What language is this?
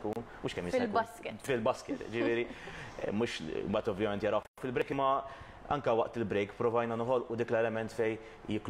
Maltese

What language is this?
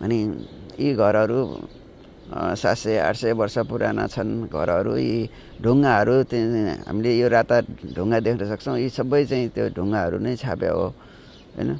Nepali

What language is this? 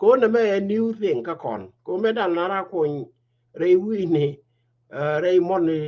Nuer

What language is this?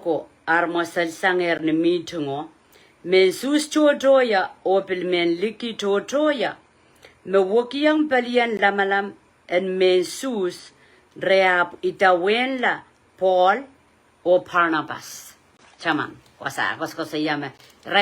Pohnpeian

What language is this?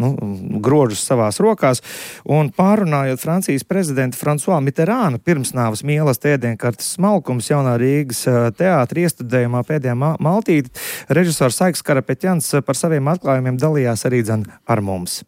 Latvian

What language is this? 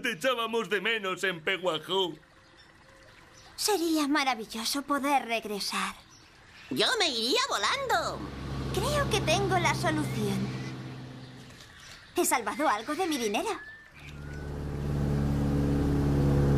Spanish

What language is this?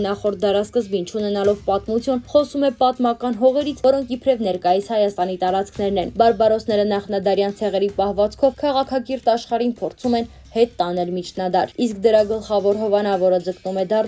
Armenian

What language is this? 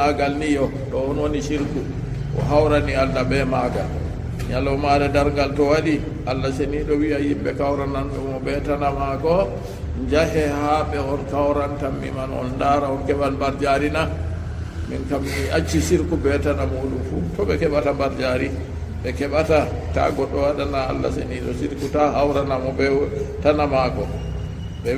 Fula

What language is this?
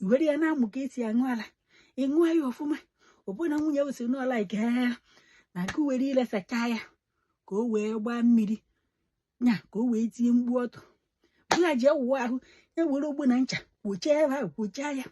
Igbo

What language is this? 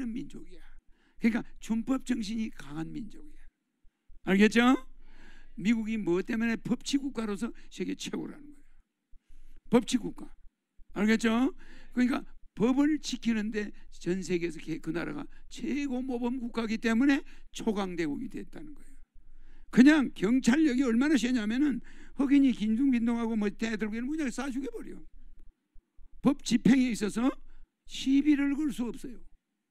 Korean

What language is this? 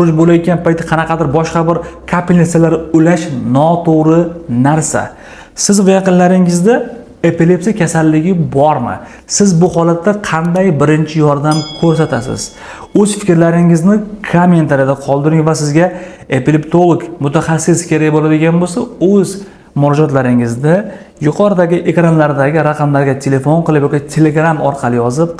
Uzbek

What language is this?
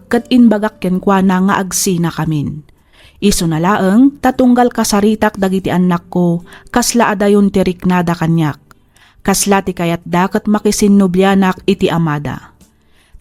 Iloko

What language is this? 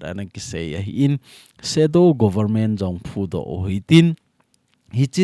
Thado Chin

